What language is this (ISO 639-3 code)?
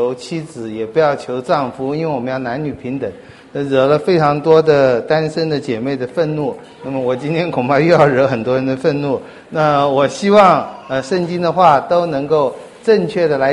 zho